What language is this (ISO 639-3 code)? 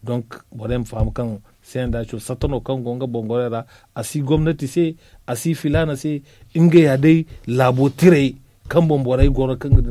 dje